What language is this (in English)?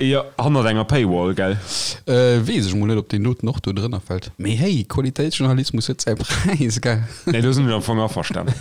Luxembourgish